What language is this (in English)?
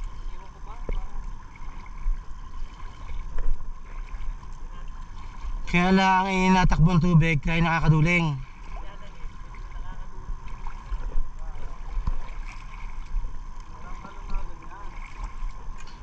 Filipino